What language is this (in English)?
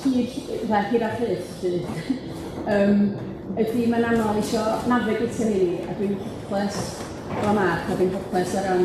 Welsh